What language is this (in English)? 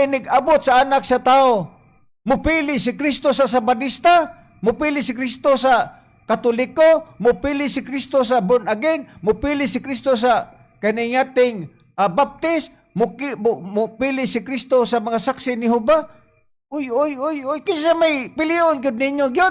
Cebuano